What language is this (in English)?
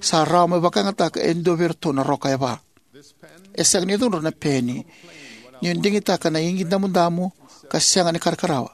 Fijian